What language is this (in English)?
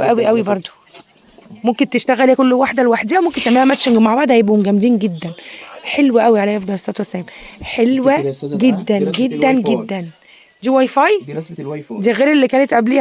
Egyptian Arabic